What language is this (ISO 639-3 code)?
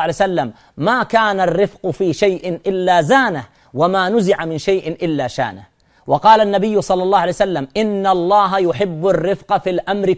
ara